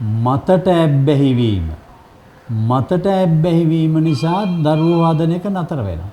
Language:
Sinhala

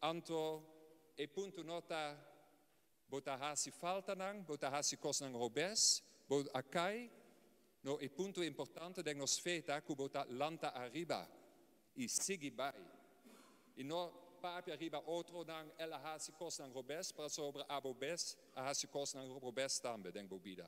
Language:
Papiamento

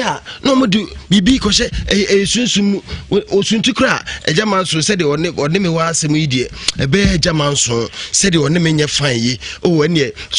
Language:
Akan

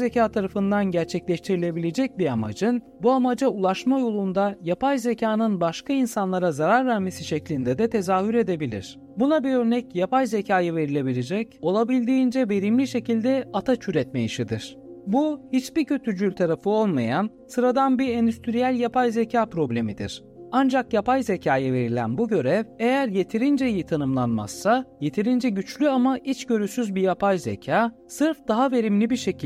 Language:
Turkish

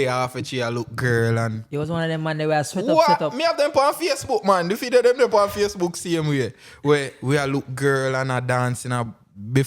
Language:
Jamaican Creole English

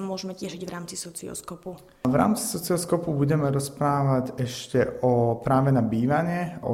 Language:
Slovak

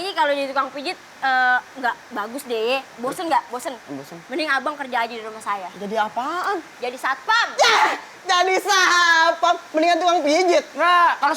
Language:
Betawi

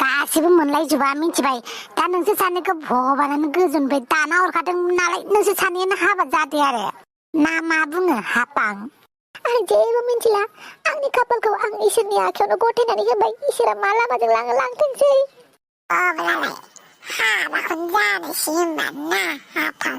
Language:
Bodo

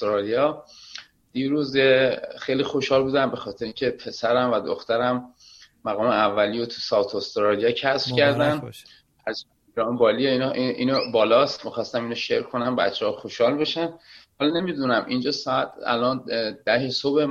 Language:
Persian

